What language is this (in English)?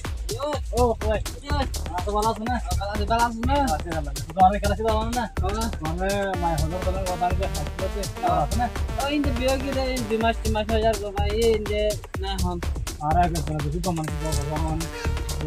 Rohingya